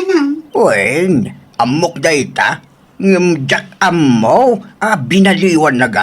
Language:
Iloko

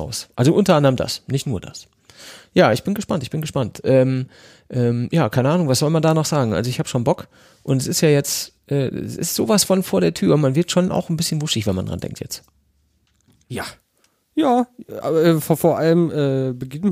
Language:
German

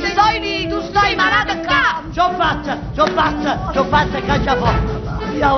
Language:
Neapolitan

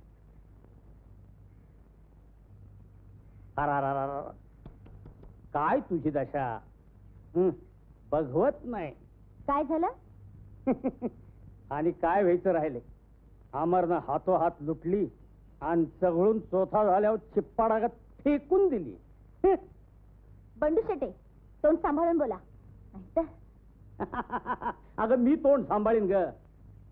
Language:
Marathi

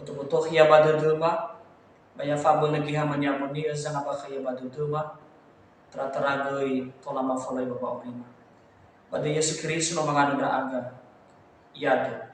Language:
Nias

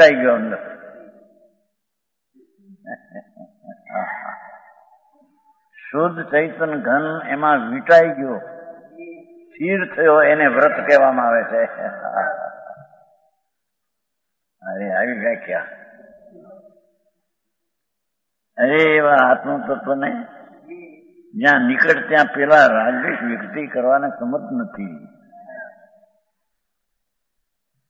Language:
Gujarati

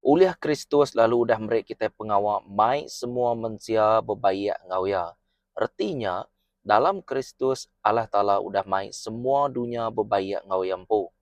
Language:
Iban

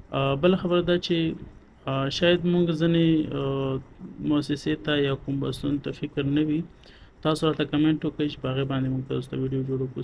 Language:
Pashto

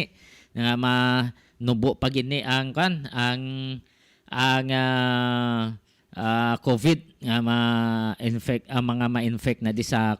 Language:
Hiligaynon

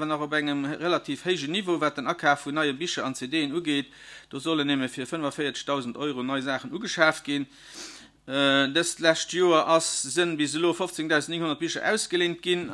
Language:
Luxembourgish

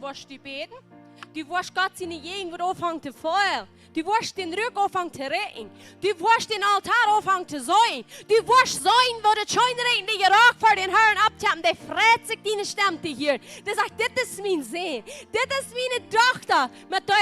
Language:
Plautdietsch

